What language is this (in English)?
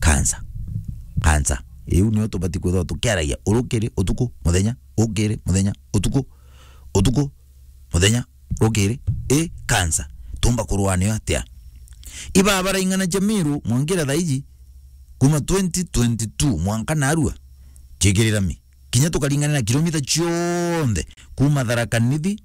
Meru